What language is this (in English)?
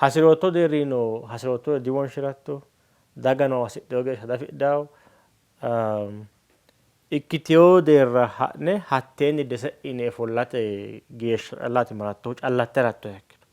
Sidamo